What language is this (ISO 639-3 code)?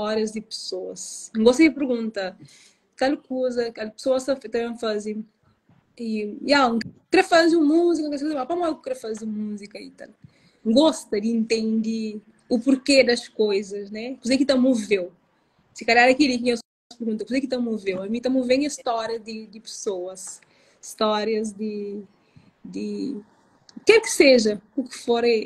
kea